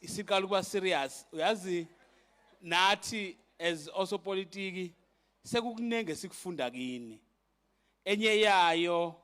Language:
Zulu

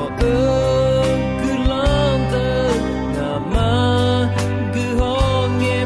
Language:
Akha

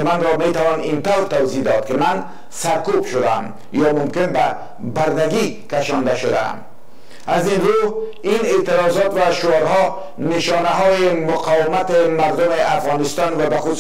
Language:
Persian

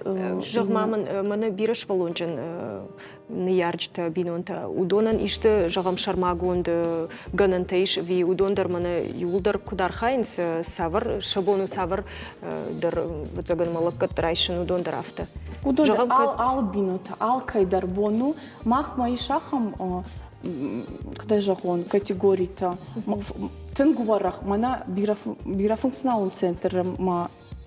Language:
Ossetic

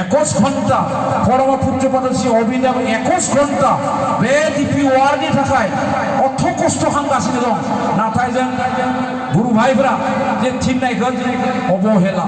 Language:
Bodo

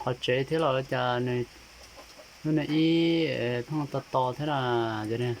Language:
Hmong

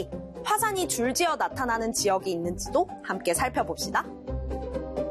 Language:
Korean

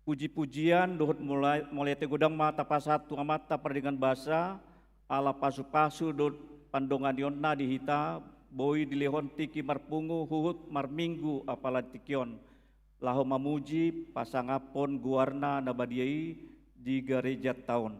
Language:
Batak Toba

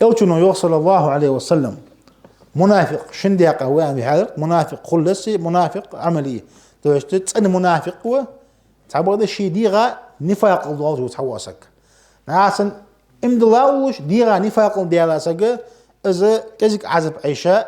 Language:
Ingush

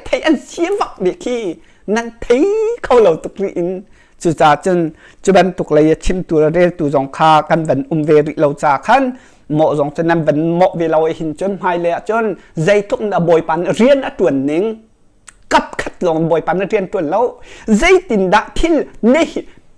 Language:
Hakha Chin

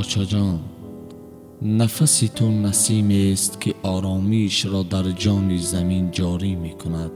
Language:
Tajik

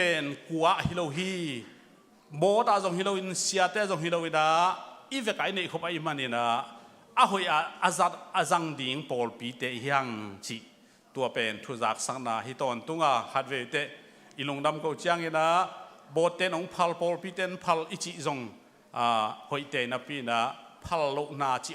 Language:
Tedim Chin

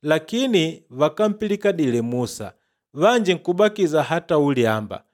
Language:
Makonde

